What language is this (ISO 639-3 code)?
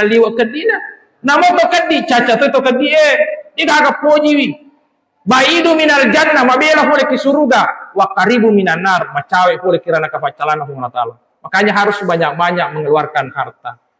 bug